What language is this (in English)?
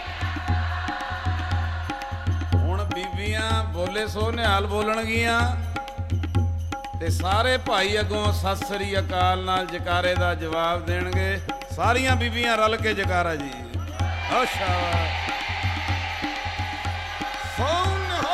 Punjabi